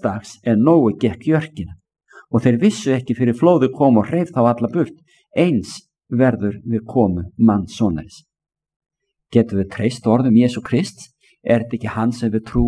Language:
Icelandic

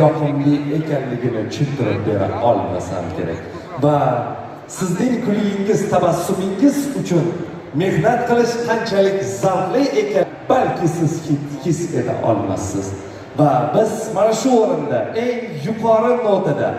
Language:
Uzbek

